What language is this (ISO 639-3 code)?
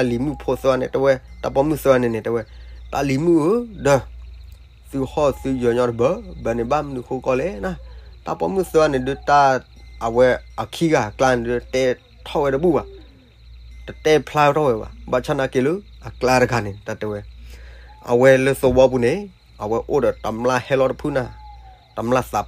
ksw